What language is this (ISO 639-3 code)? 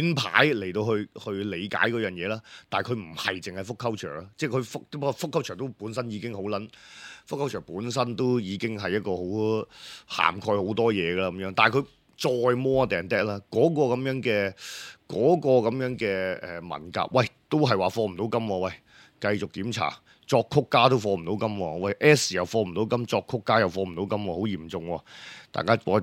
yue